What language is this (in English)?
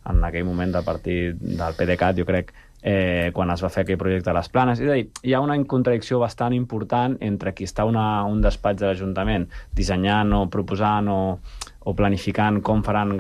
Catalan